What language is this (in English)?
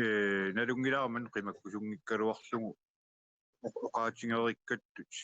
Kalaallisut